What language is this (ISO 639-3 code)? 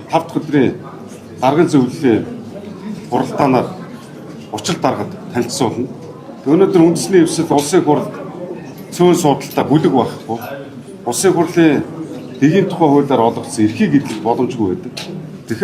mon